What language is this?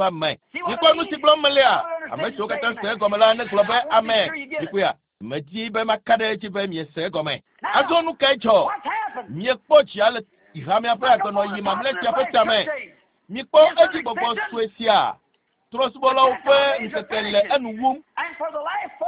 Ewe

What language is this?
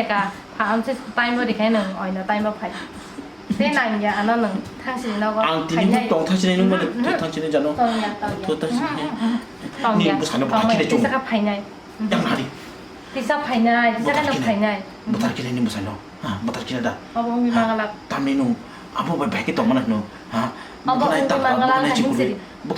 Kok Borok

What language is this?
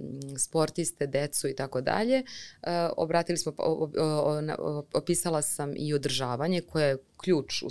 Serbian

